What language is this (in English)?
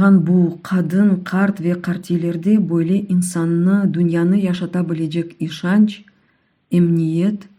Crimean Tatar